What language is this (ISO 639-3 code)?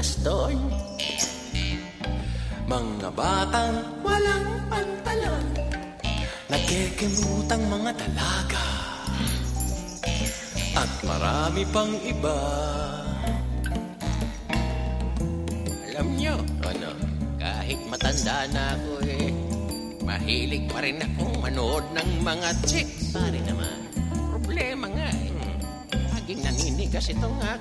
fil